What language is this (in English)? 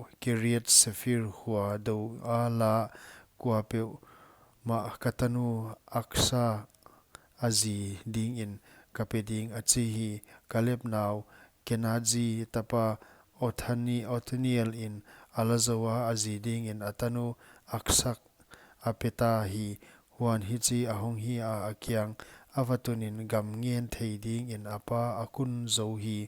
Paite Chin